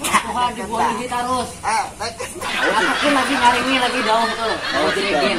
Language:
Banjar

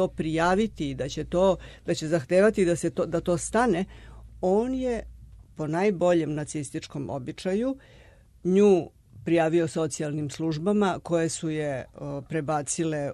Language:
Serbian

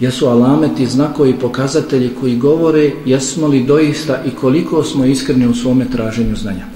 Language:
Bosnian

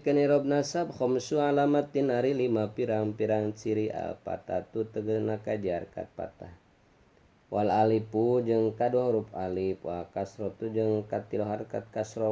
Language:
Sundanese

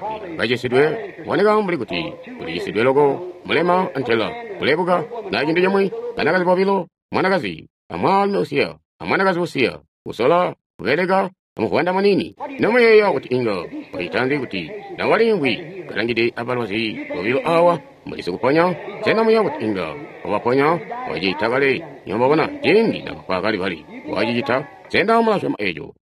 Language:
Tonga (Zambia)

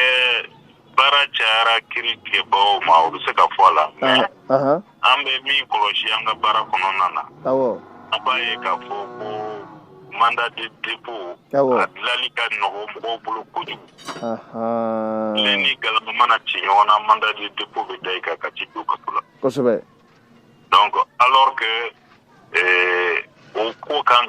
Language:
Bambara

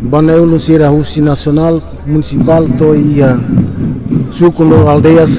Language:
Tetum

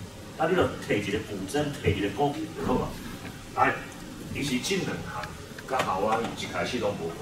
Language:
Min Nan Chinese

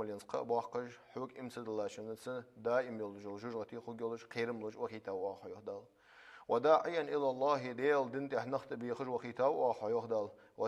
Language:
Ingush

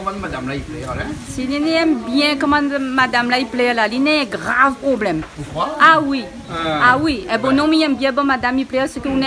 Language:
Réunion Creole French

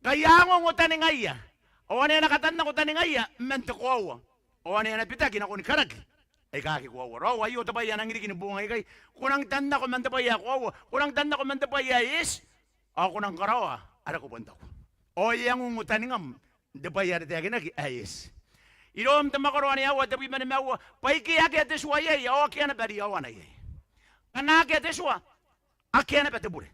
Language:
Gilbertese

